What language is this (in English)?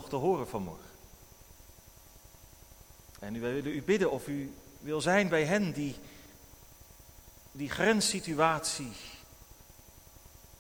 Dutch